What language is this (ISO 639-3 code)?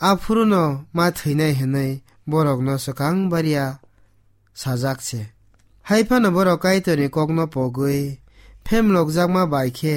trp